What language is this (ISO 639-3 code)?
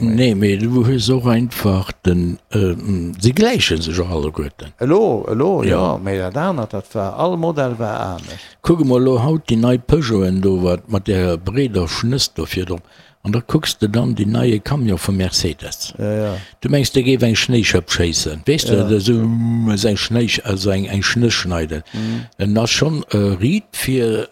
ltz